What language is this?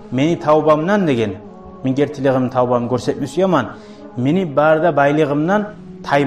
Kumyk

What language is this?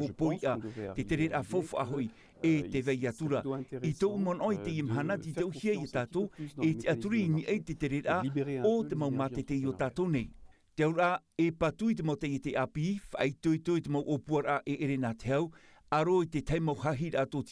Tahitian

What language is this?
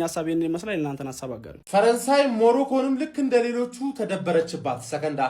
Amharic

